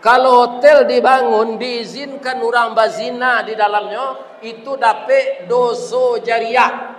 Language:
Minangkabau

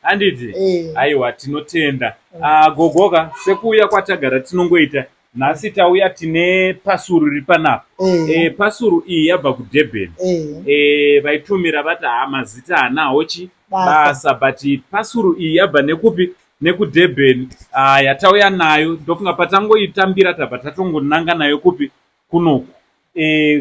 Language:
Shona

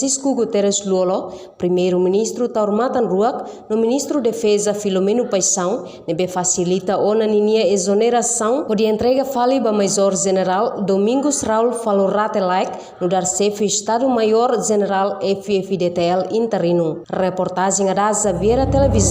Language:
Tetum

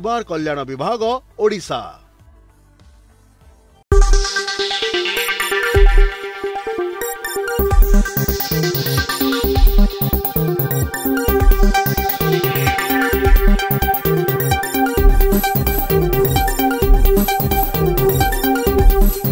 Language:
Odia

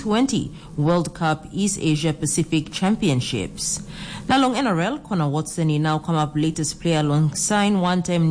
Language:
Tok Pisin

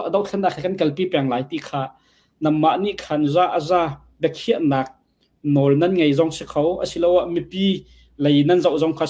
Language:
Falam Chin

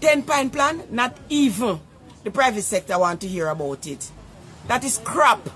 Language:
Jamaican Creole English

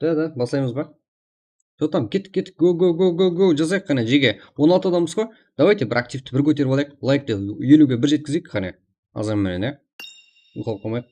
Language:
Kara-Kalpak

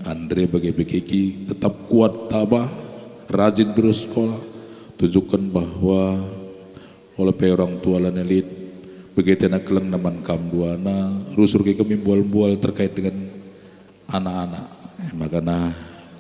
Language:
Batak Karo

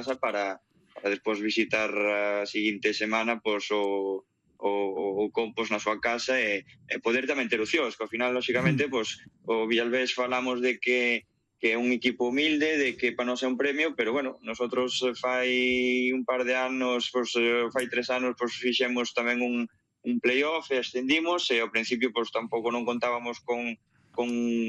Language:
Galician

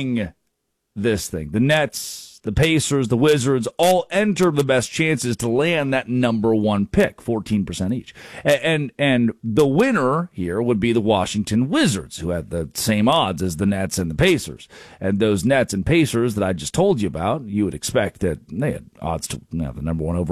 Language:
English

